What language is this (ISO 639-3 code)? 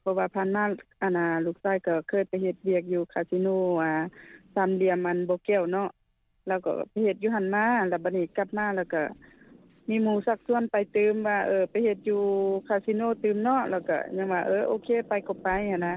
lao